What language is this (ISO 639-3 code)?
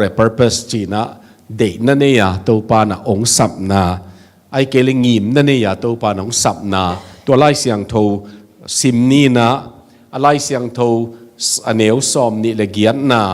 ctd